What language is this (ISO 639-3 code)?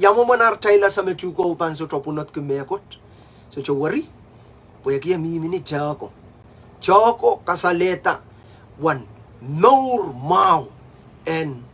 pon